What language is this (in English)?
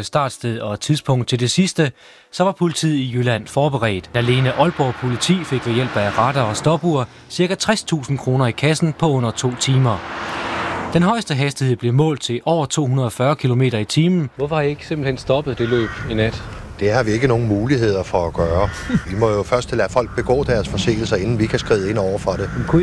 Danish